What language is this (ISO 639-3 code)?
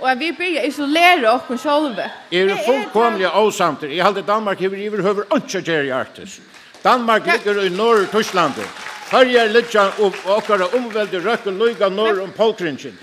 fao